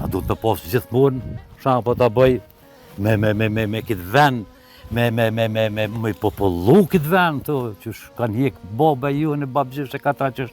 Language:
Albanian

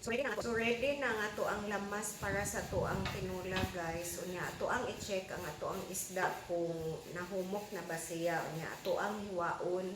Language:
Cebuano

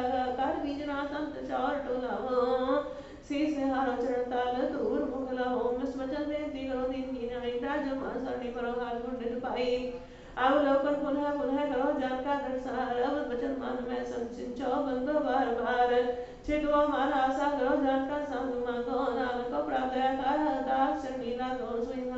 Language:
Punjabi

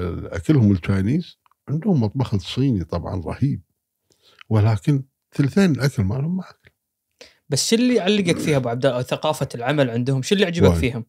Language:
Gulf Arabic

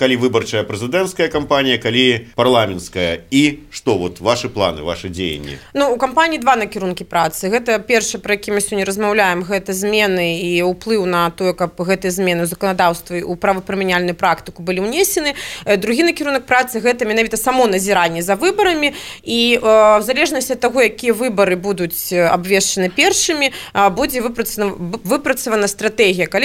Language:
Belarusian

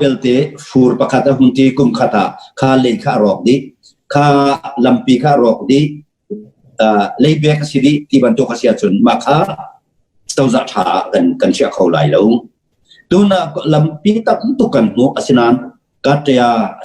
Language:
Hakha Chin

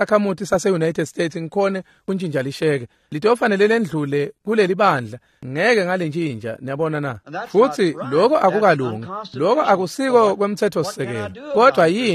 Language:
Swati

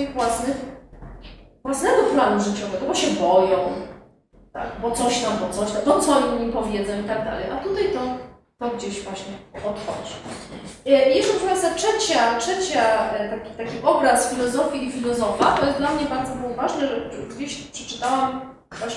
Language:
Polish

